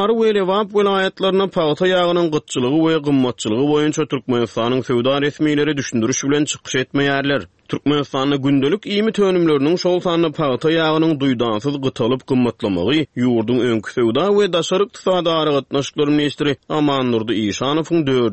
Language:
Turkmen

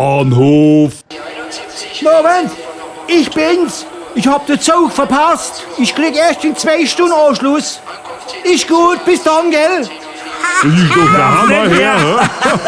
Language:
Palatine German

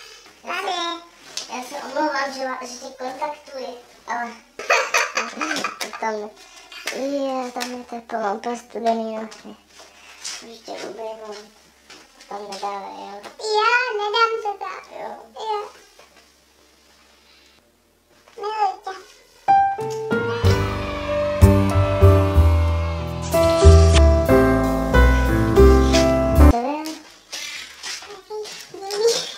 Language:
Czech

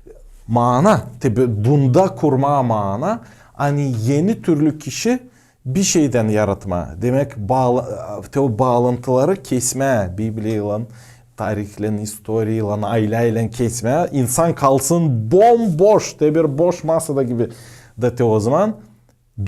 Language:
Gagauz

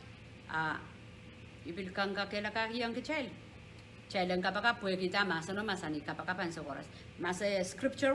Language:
Pohnpeian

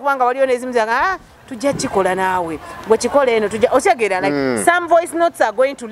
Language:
Ganda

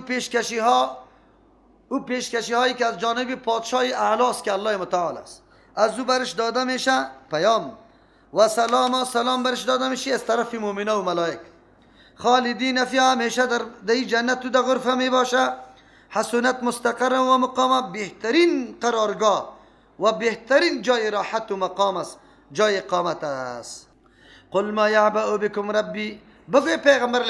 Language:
Persian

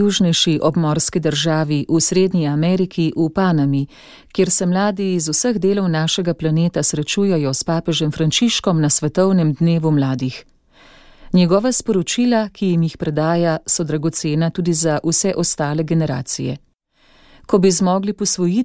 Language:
Slovenian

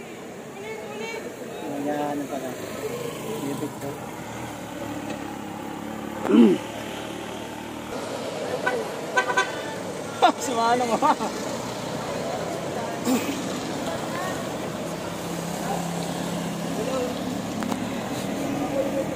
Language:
Filipino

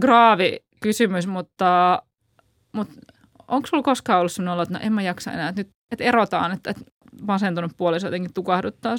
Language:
Finnish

